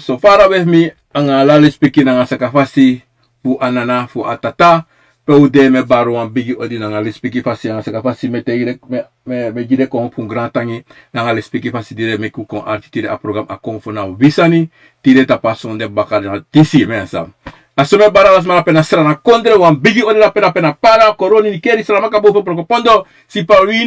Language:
Sranan Tongo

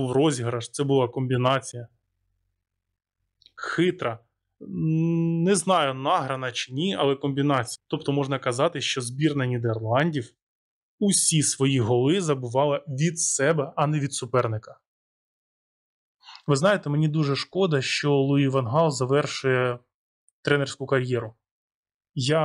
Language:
Ukrainian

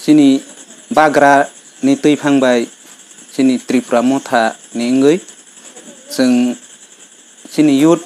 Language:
Kok Borok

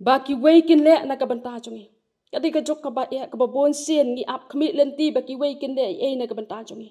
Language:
Khasi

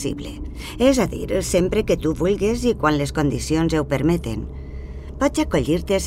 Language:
Catalan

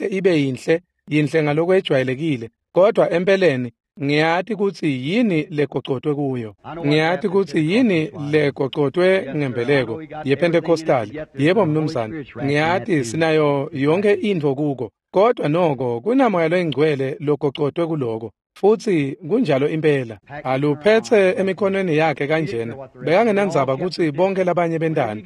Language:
Swati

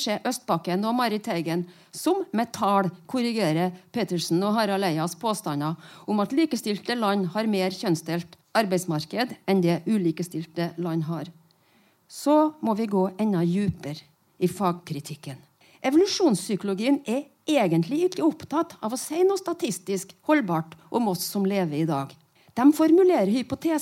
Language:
Norwegian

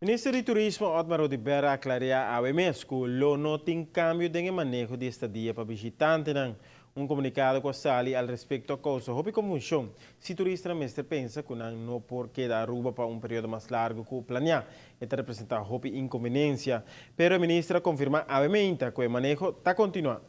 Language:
Papiamento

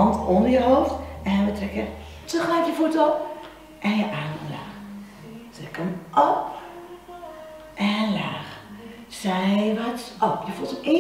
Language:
Dutch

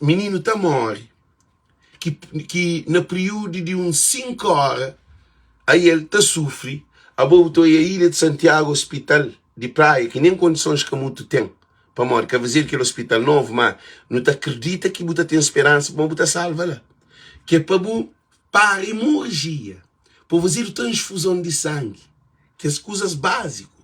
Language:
Kabuverdianu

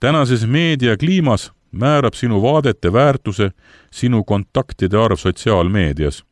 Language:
Estonian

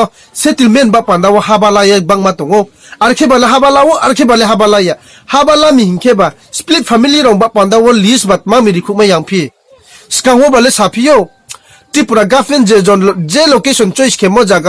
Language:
Riang (India)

